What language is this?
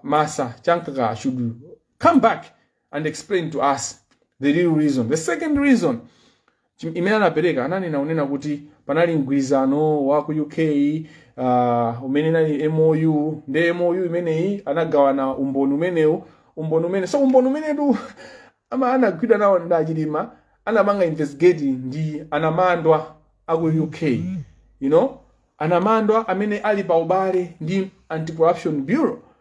Nyanja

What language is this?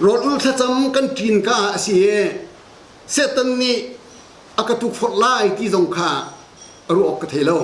Hakha Chin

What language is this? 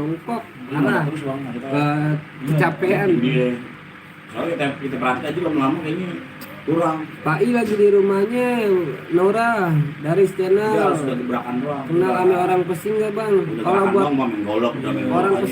Betawi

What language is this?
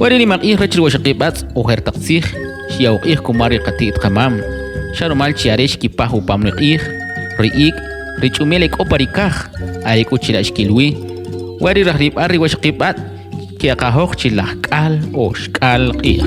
Kʼicheʼ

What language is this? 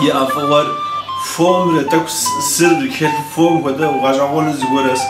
Kabardian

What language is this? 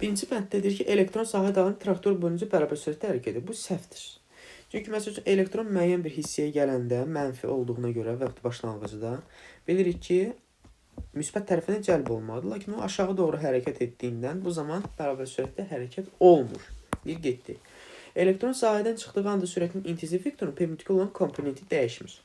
Azerbaijani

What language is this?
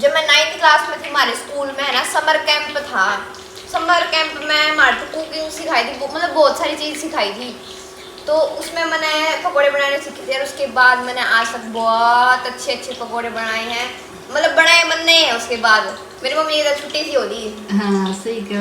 Haryanvi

